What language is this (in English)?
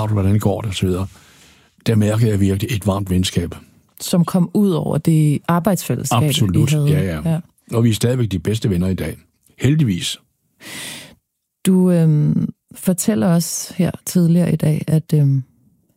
Danish